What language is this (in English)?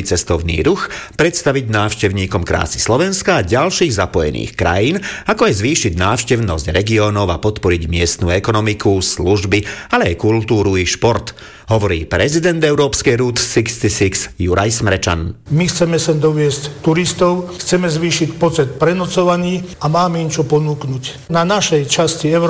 Slovak